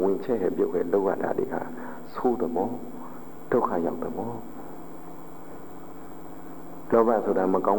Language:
Burmese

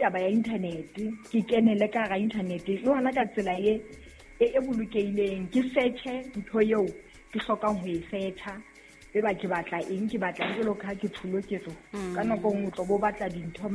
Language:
Southern Sotho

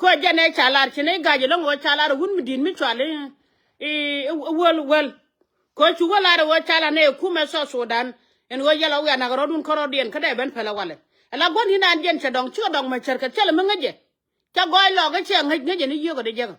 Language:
Nuer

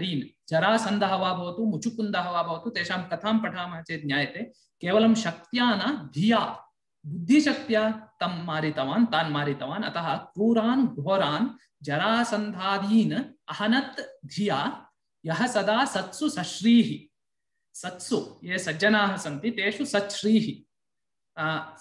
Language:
Sanskrit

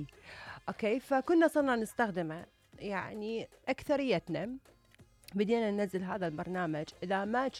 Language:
Mesopotamian Arabic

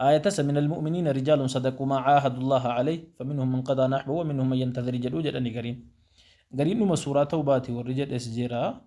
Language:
Oromo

